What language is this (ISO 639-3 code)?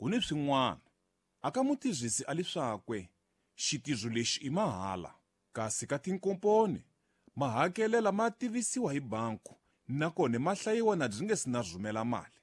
tso